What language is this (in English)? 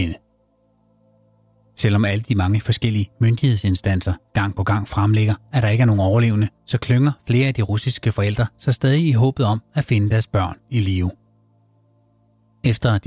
Danish